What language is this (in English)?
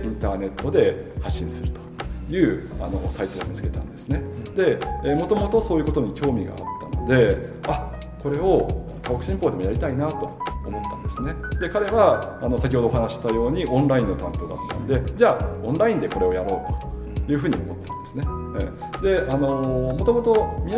Japanese